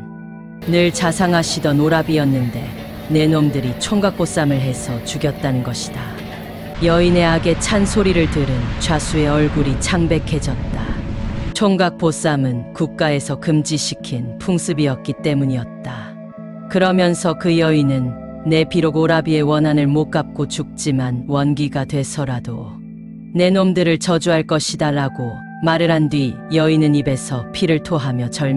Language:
Korean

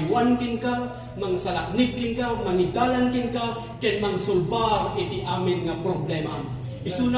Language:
Iloko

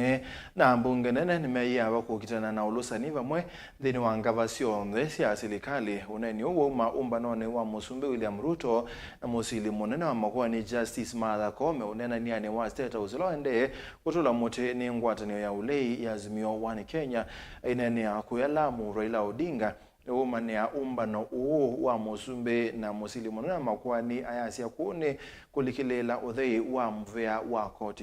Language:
Kamba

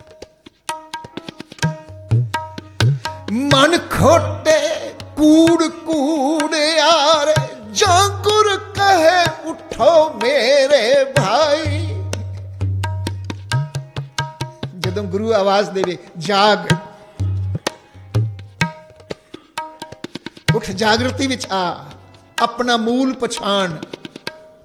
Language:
Punjabi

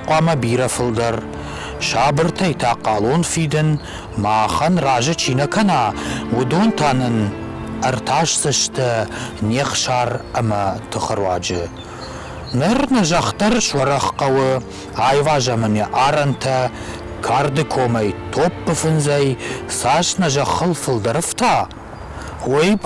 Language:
Ossetic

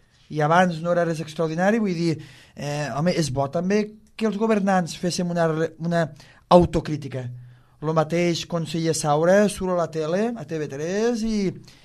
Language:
Catalan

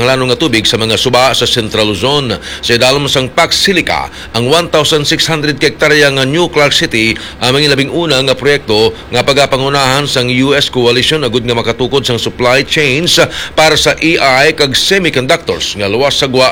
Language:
Hiligaynon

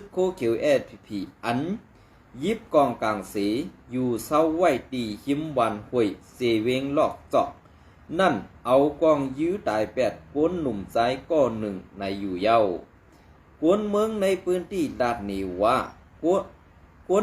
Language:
Shan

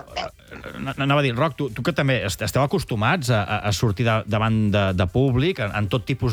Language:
Catalan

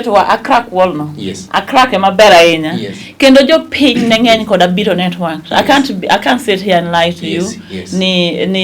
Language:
Luo (Kenya and Tanzania)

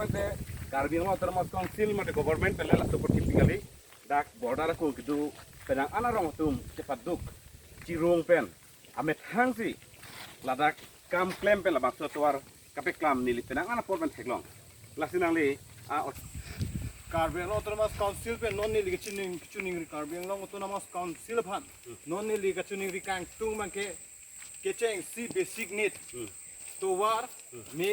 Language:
Karbi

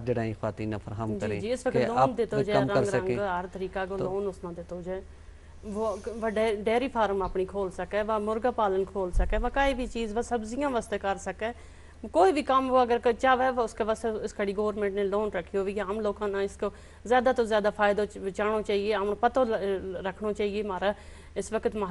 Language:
Gujari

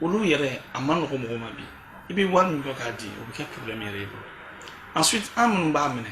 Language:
Bambara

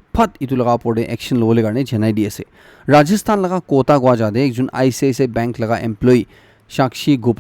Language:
Naga Pidgin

